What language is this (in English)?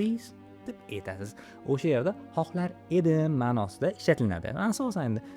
Uzbek